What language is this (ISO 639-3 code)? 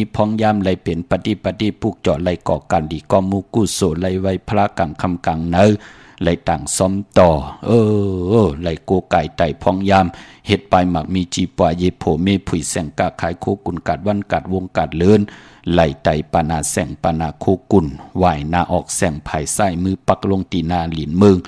shn